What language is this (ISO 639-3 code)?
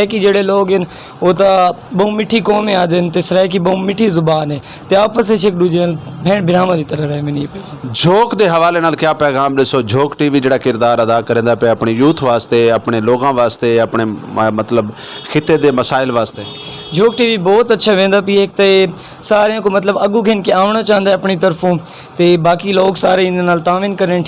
skr